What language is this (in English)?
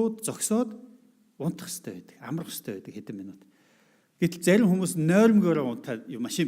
Mongolian